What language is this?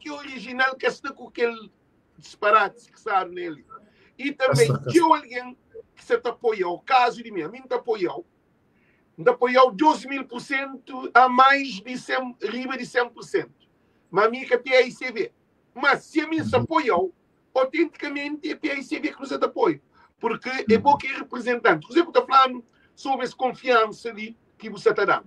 Kabuverdianu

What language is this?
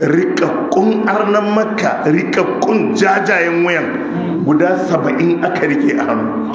Hausa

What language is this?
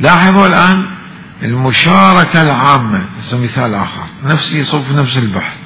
Mesopotamian Arabic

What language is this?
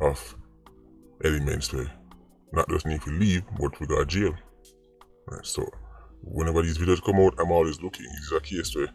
Jamaican Creole English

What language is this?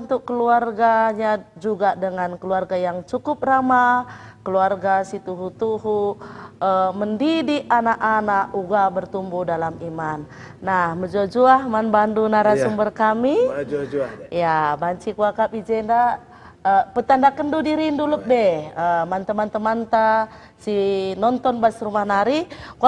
Batak Karo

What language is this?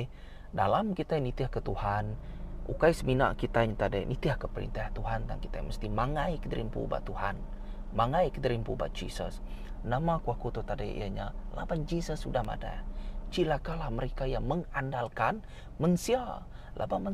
Iban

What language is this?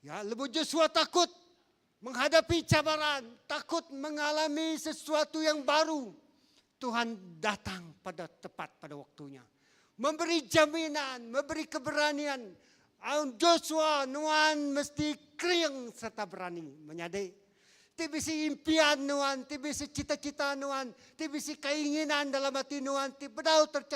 Iban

